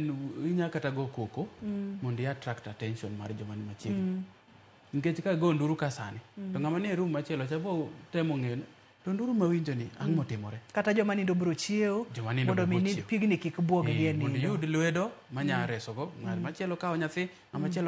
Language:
Luo (Kenya and Tanzania)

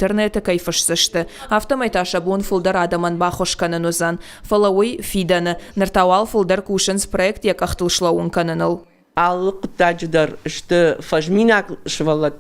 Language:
Ossetic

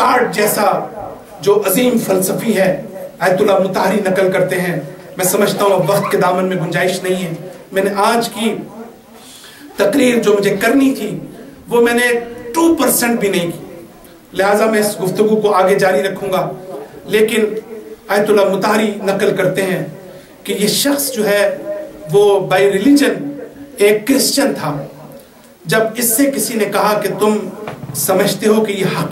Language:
Urdu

